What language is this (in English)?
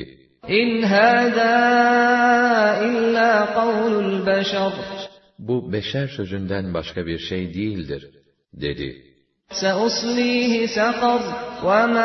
Turkish